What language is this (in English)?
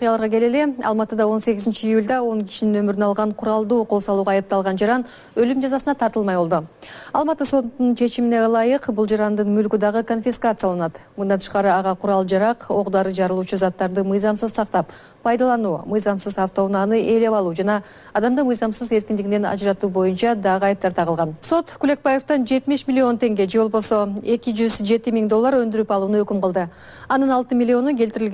Kyrgyz